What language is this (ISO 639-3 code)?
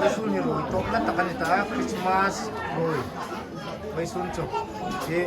hmr